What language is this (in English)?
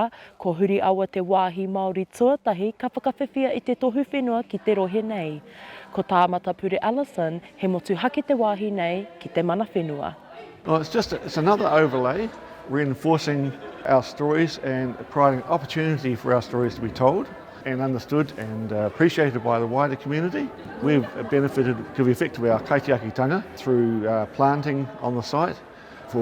Māori